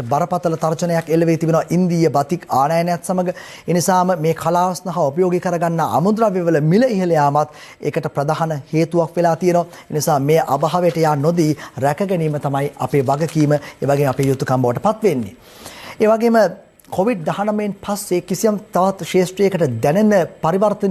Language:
Sinhala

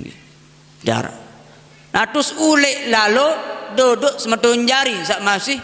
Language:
Sasak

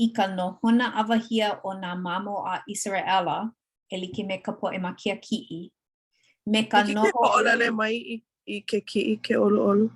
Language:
Hawaiian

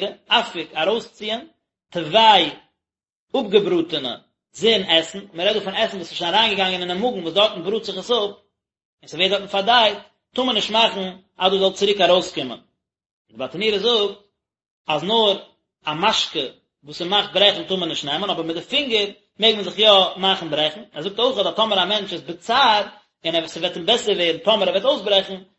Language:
Yiddish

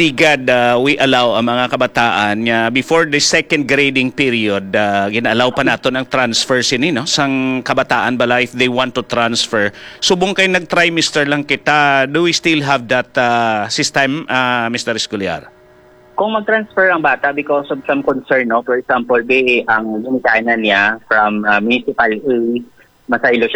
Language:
Hiligaynon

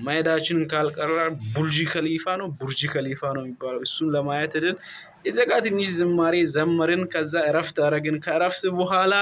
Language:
Amharic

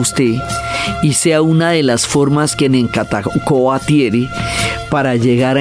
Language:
Spanish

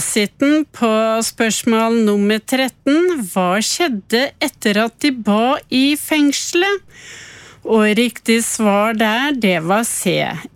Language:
Norwegian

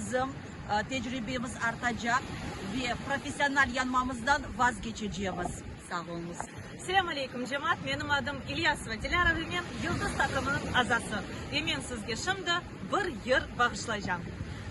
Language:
Crimean Tatar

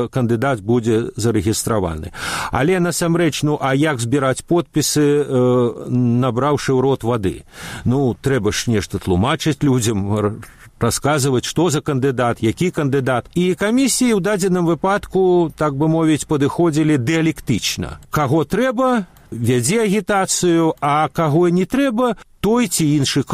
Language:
Belarusian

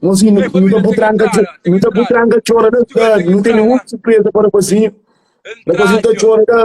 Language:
Kabuverdianu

